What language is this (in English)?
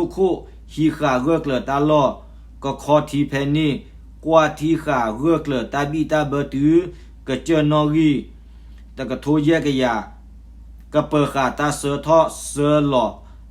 S'gaw Karen